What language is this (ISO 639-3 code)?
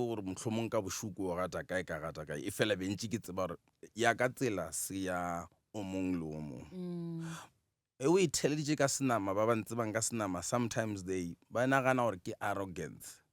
nso